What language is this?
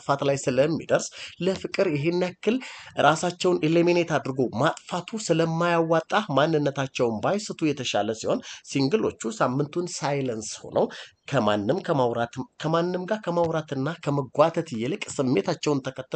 Amharic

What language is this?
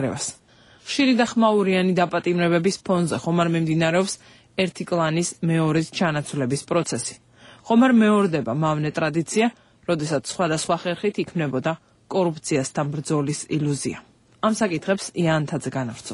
Georgian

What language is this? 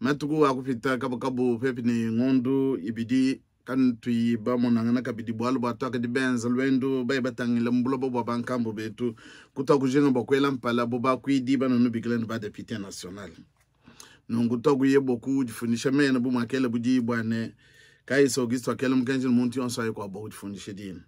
Luba-Lulua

